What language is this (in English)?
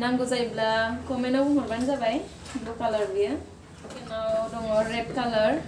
Bodo